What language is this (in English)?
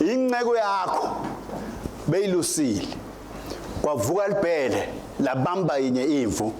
Swati